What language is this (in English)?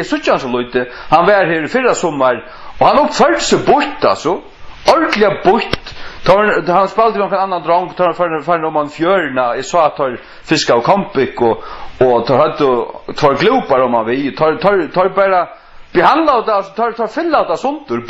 Faroese